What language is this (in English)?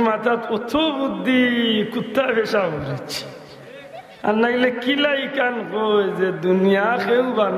Sylheti